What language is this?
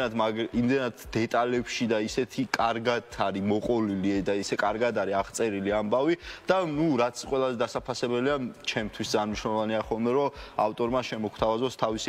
Georgian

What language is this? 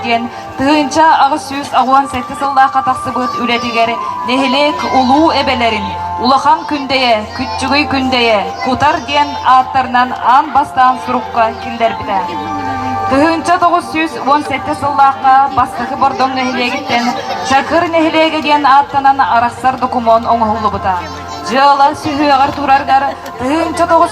Yakut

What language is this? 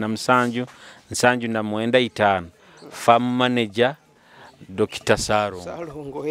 Nyoro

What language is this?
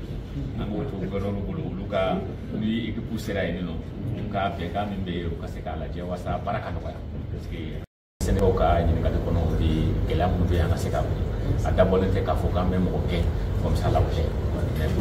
Bambara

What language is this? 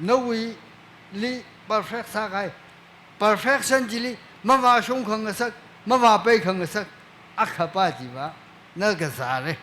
Tangkhul Naga (India)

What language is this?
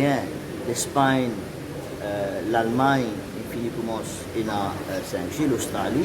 Morisyen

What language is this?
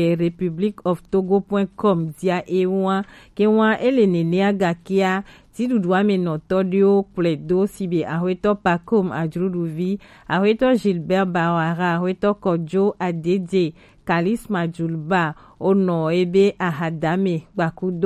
Gen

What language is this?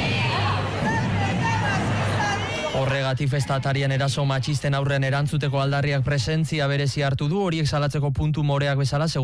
Basque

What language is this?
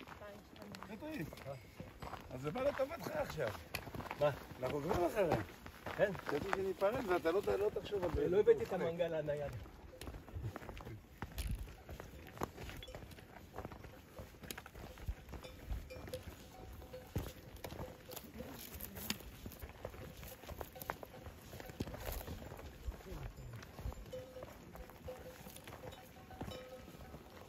Hebrew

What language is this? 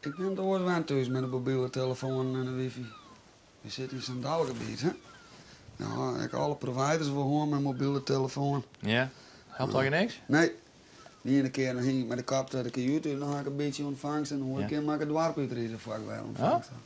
Western Frisian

